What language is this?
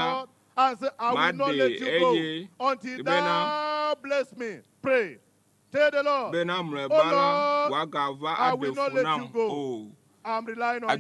Ewe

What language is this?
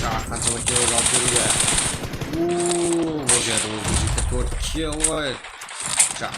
Kara-Kalpak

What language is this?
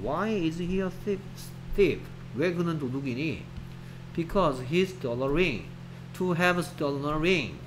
Korean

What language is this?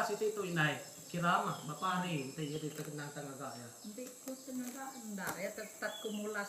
Iban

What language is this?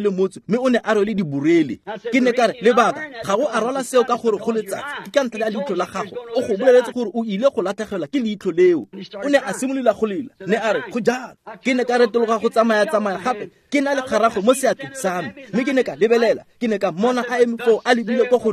Tswana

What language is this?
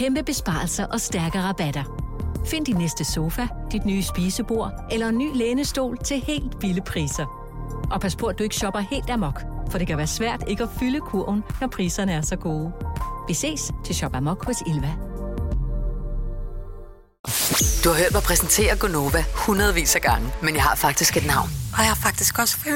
Danish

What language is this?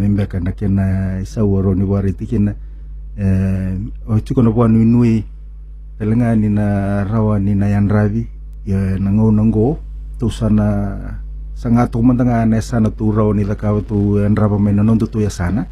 Fijian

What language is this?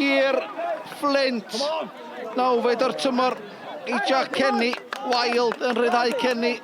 Welsh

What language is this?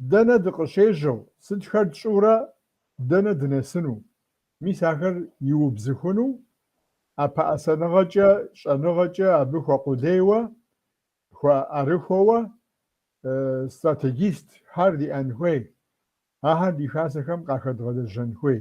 Kabardian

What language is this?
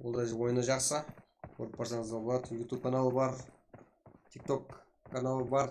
Kara-Kalpak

